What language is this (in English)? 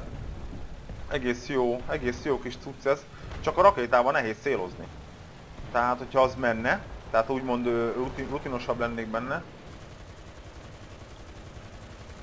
Hungarian